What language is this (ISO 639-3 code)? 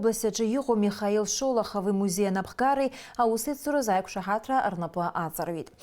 abk